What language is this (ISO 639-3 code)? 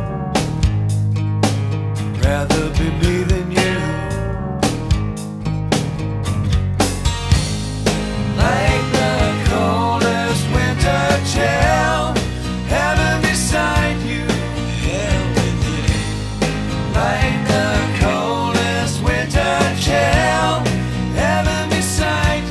eng